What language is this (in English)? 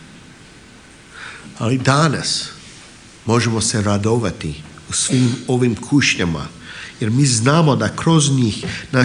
Croatian